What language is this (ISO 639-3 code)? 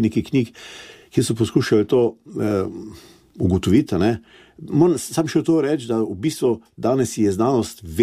slv